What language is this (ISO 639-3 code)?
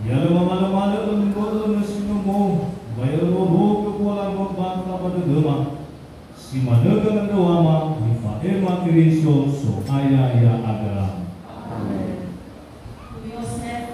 nia